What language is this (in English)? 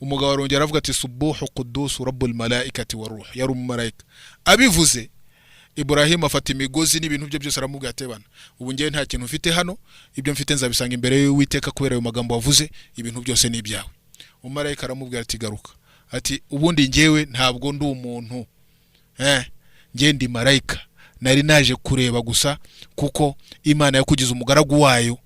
Kinyarwanda